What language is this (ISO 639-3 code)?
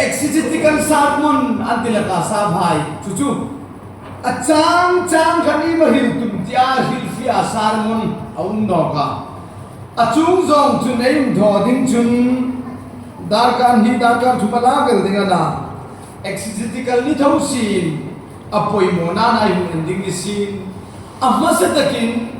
hmr